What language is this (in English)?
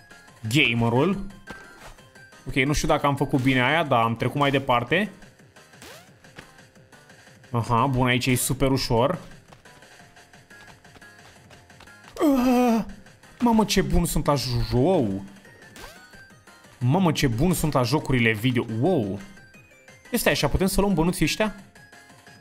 Romanian